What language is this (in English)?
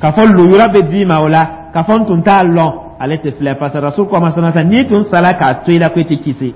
Dyula